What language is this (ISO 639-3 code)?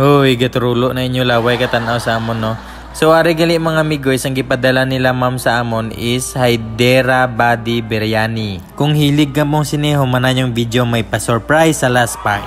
hil